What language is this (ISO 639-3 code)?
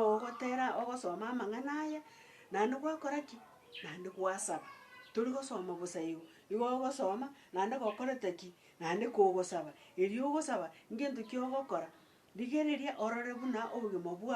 guz